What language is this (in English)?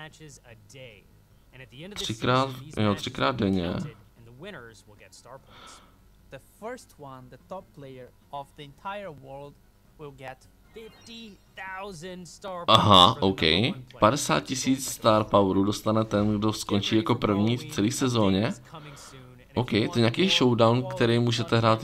Czech